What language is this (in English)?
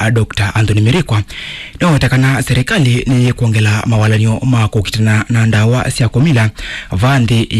Kamba